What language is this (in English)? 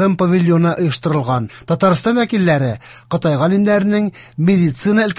Tatar